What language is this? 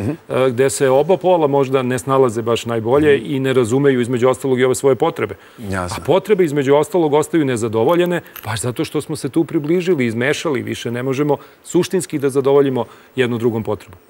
Serbian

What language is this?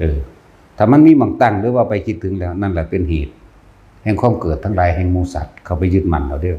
Lao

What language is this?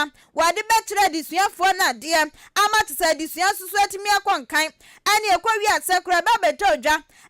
Akan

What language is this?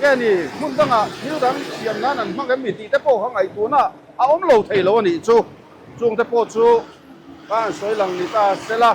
Mizo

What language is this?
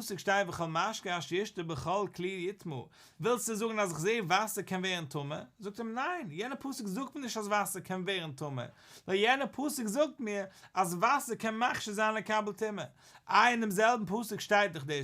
Yiddish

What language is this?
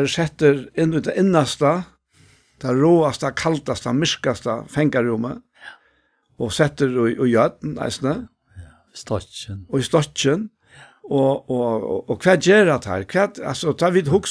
Faroese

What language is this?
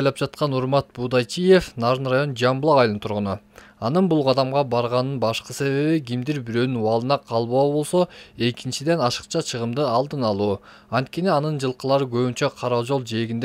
Kyrgyz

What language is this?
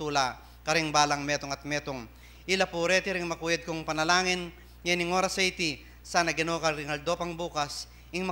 Pampanga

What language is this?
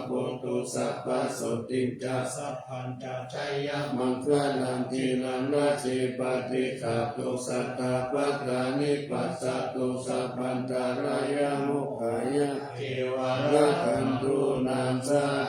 Pali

